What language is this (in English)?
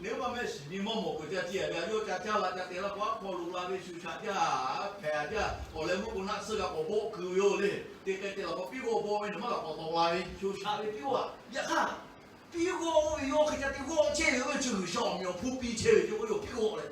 Lahu